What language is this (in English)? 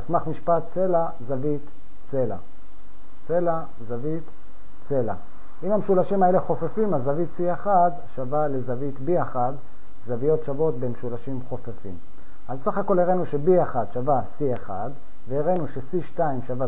Hebrew